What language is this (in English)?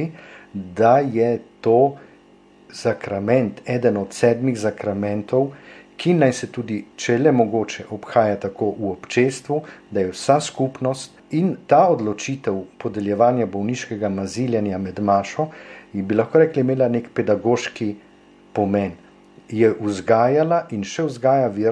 Slovenian